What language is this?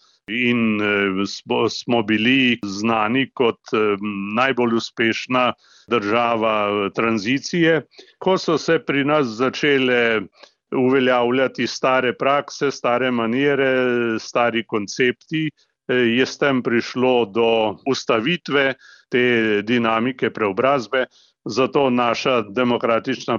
Slovenian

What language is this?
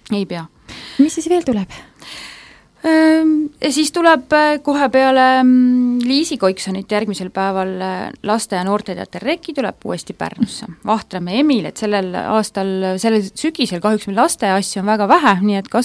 Estonian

